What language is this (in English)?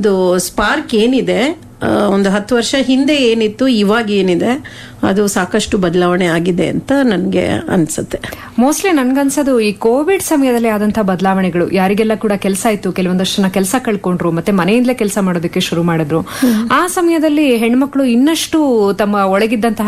Kannada